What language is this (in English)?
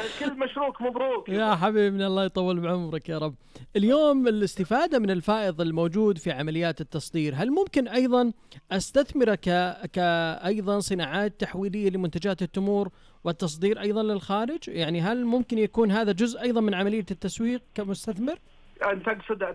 Najdi Arabic